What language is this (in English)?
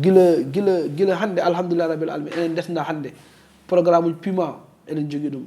Fula